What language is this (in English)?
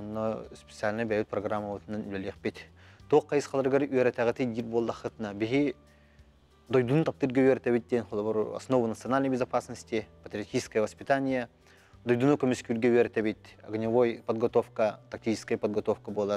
Yakut